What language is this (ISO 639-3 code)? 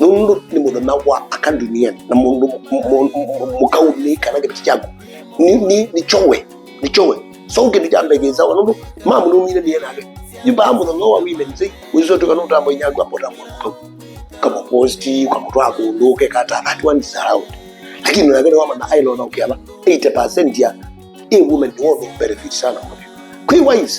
kam